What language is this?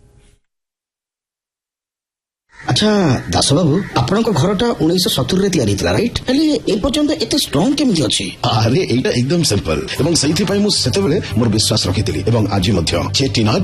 Odia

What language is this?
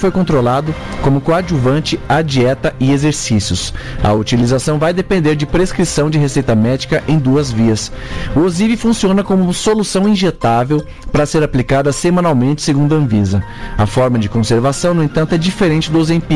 Portuguese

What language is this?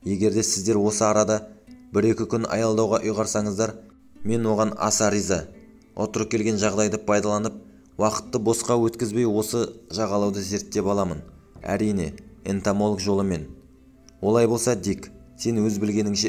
Kazakh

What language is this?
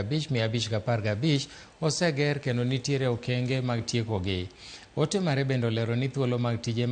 Luo (Kenya and Tanzania)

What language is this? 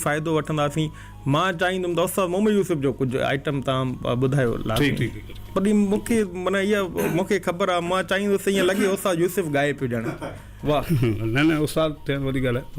Sindhi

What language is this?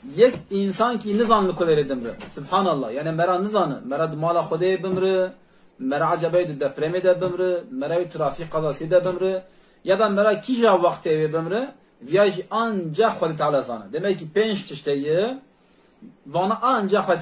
Kurdish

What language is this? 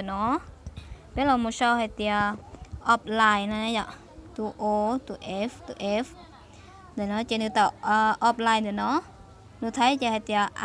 Hmong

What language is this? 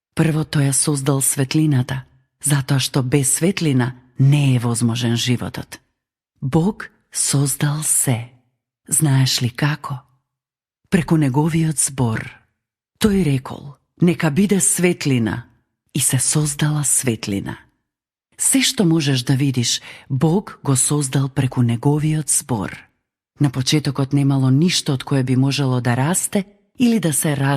Macedonian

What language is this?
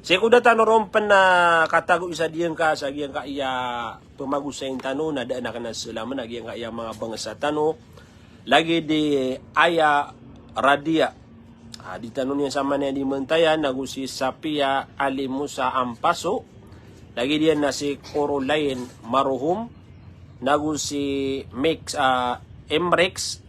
Maranao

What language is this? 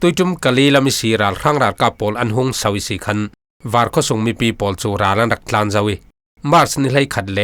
Falam Chin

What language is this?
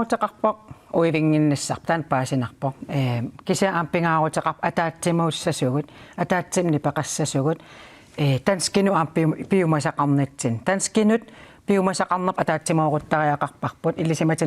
Kalaallisut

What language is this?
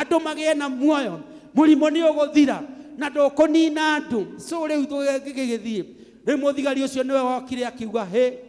Kikuyu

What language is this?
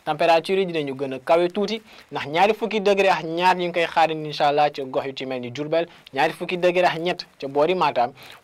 Wolof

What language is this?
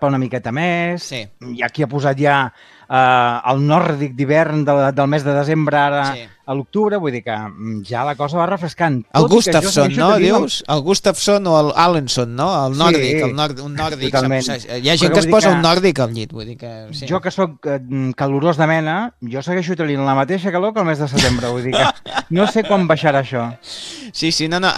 Catalan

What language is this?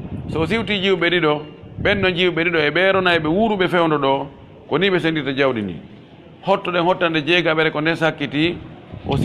Pular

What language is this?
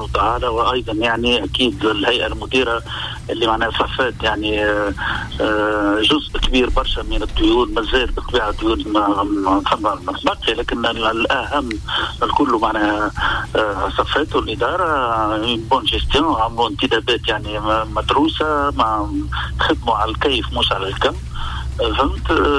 Tunisian Arabic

